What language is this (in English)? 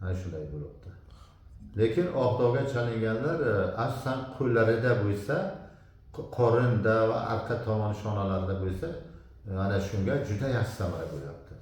Uzbek